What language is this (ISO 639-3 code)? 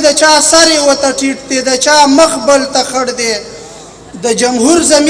pus